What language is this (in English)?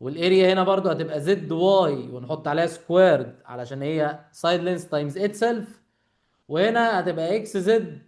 Egyptian Arabic